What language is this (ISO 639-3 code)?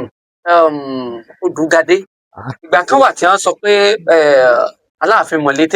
yor